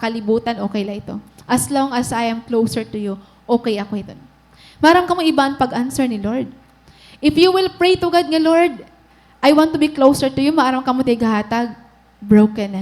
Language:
Waray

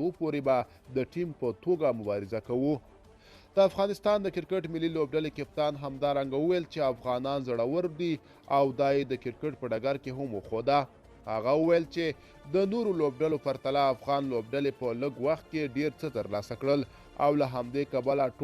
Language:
Pashto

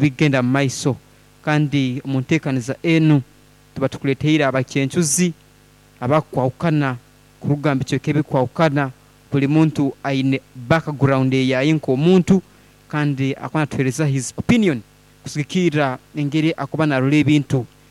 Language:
Nyoro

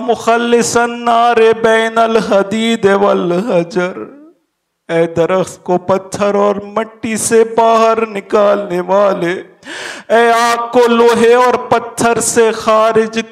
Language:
Urdu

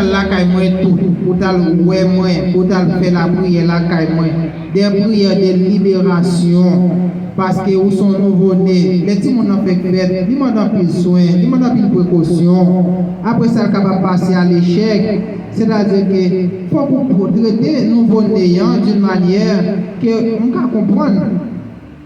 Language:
Haitian Creole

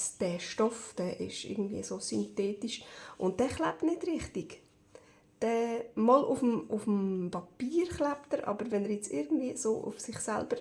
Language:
Swiss German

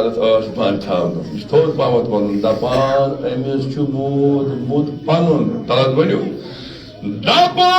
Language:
Kashmiri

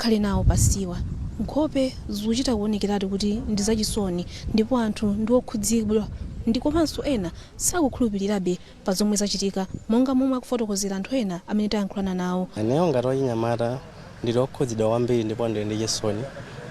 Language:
Nyanja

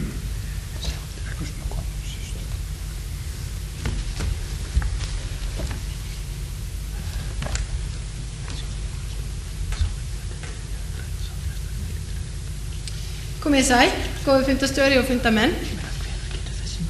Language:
Icelandic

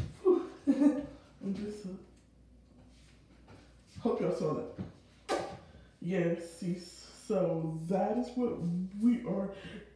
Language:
English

